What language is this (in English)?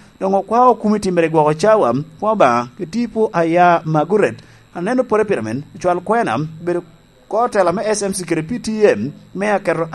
Lango (Uganda)